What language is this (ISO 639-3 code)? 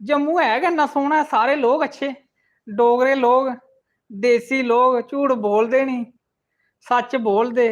doi